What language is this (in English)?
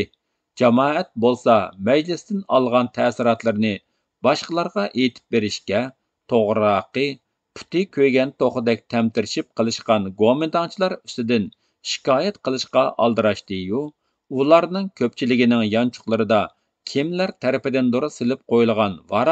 Uyghur